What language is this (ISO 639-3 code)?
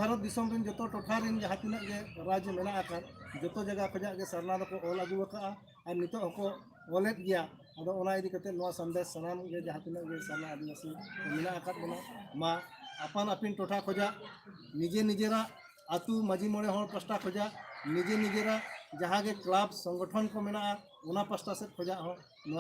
sat